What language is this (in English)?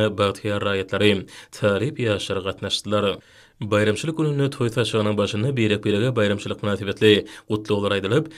Turkmen